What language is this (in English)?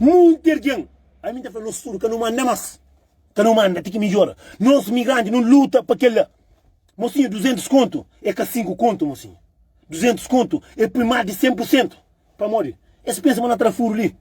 Kabuverdianu